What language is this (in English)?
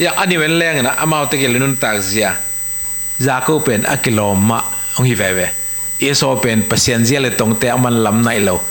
Tedim Chin